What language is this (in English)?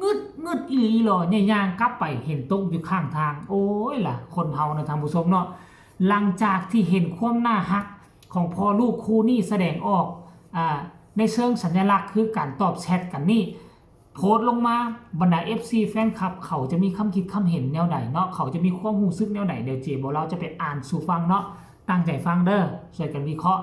Northeastern Thai